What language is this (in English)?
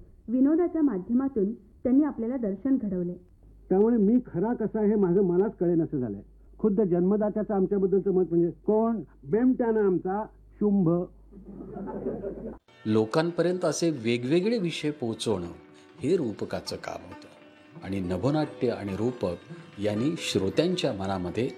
Marathi